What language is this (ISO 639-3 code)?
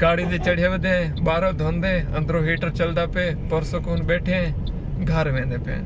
skr